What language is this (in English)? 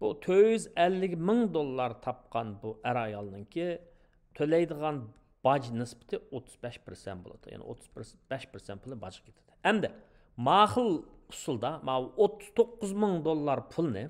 Uyghur